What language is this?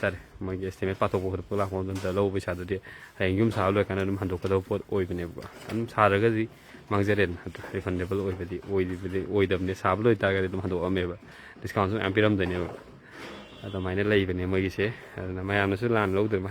Manipuri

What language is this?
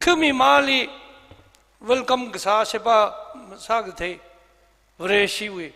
Tangkhul Naga (India)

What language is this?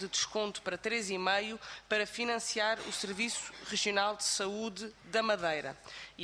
Portuguese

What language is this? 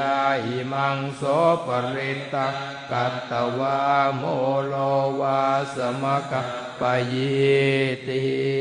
Pali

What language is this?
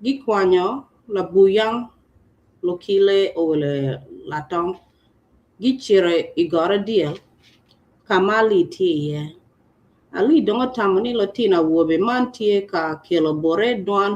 Acoli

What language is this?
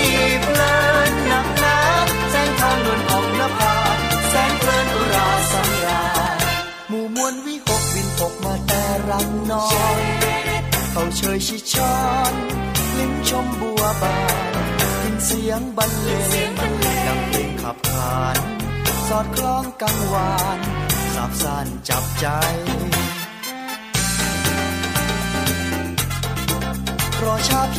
Thai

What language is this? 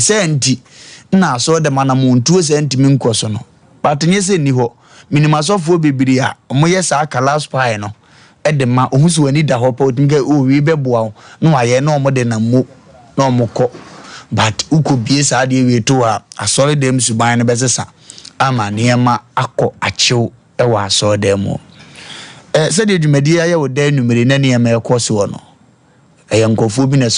Akan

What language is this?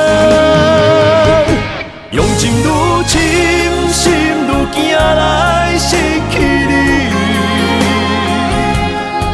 Min Nan Chinese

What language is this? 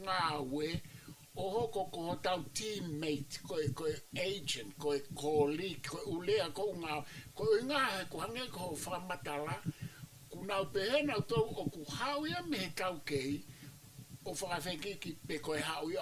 Tongan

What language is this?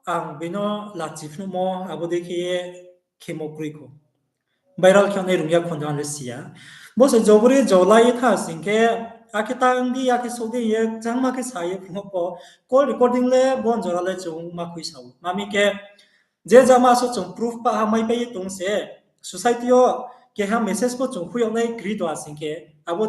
Riang (India)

